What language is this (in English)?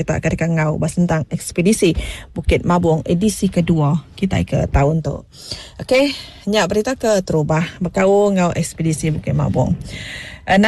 Iban